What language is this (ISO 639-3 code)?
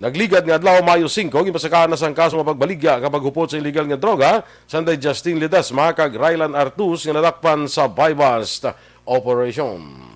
hil